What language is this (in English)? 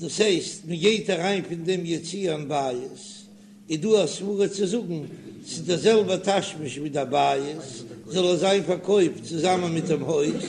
Yiddish